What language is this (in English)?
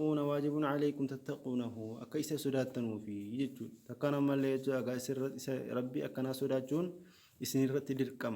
Arabic